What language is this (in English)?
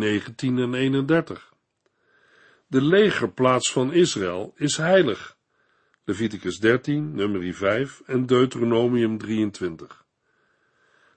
Dutch